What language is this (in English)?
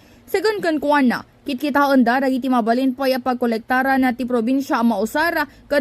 Iloko